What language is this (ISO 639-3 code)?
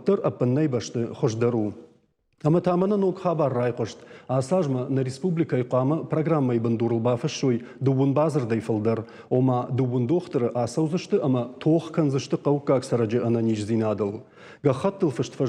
oss